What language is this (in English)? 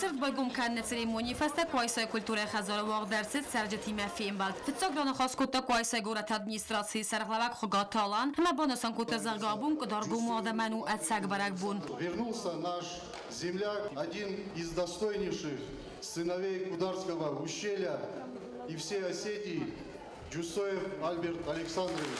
Ossetic